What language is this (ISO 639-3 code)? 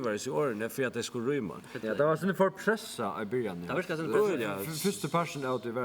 fao